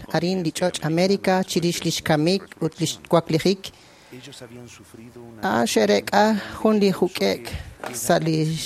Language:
Kekchí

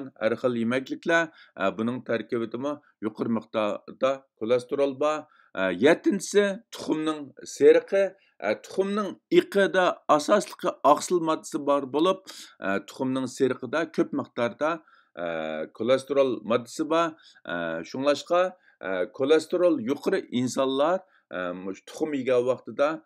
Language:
Uyghur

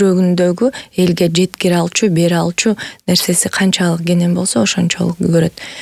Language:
Kyrgyz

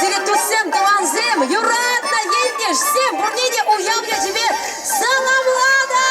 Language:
Chuvash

